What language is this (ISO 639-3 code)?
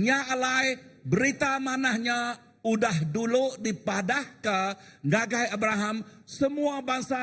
iba